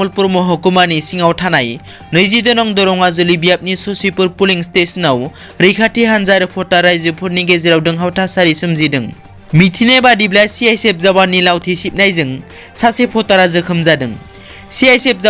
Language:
Bodo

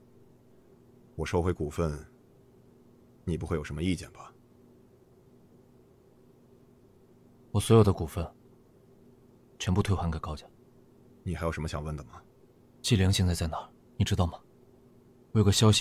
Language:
Chinese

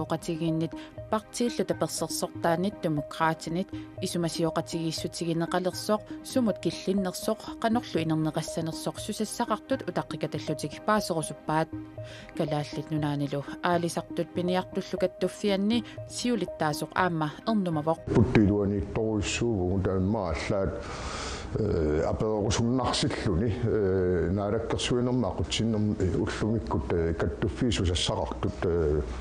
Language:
Kalaallisut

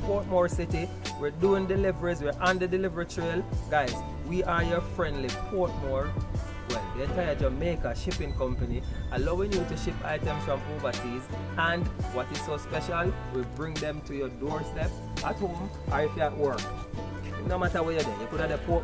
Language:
Jamaican Creole English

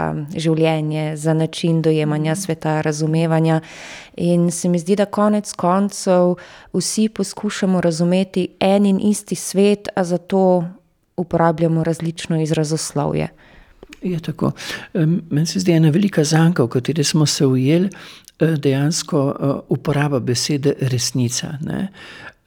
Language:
Slovenian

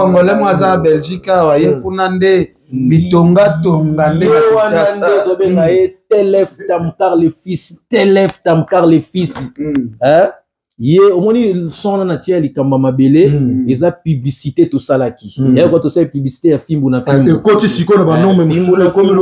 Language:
Lingala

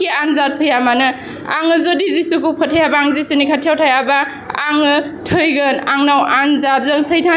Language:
Bodo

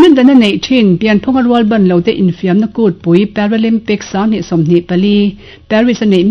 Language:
Mizo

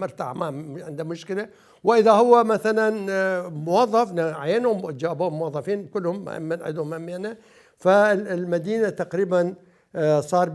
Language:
Mesopotamian Arabic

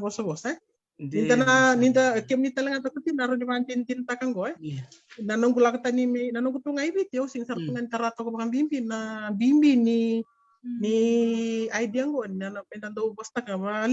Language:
Fijian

